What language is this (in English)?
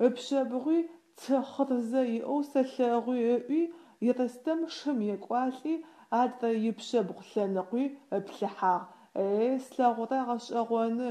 Adyghe